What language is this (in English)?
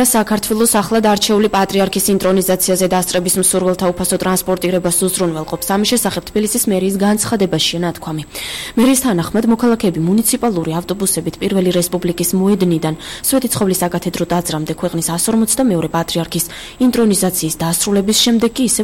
Georgian